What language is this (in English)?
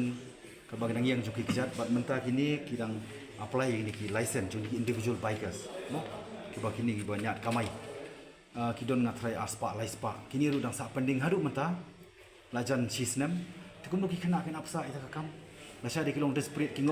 Khasi